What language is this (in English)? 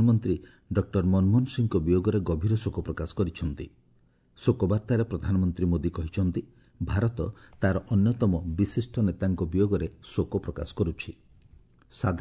Odia